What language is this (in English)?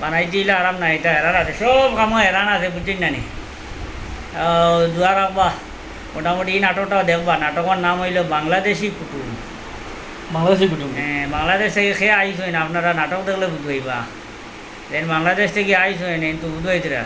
Sylheti